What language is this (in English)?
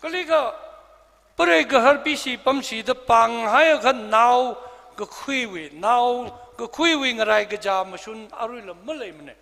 Tangkhul Naga (India)